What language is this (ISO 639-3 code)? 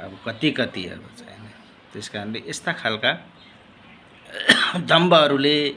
nep